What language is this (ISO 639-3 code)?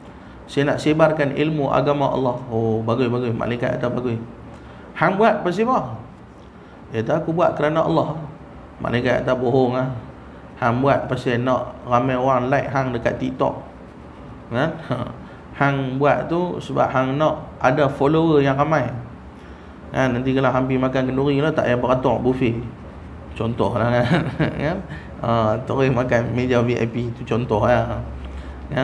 msa